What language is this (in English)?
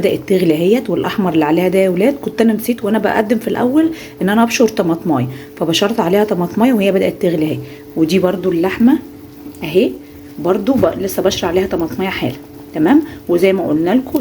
Egyptian Arabic